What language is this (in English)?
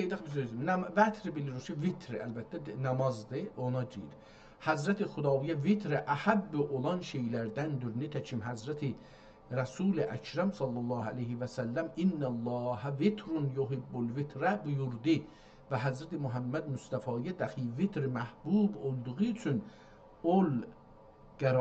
South Azerbaijani